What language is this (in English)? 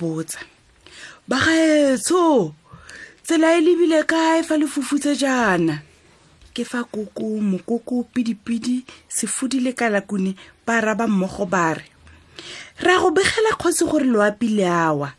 Tswana